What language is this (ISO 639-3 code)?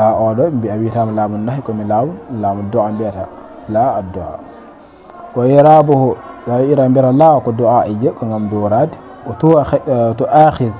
ful